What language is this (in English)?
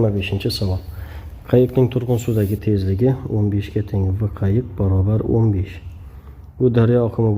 Uzbek